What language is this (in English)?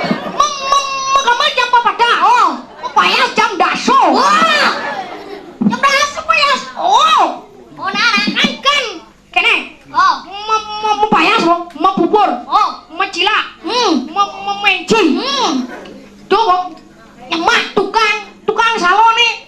Balinese